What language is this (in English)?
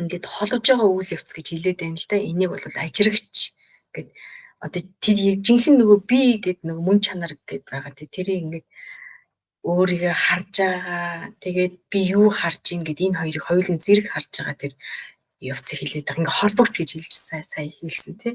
Mongolian